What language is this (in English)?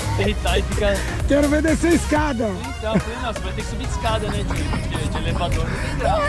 Portuguese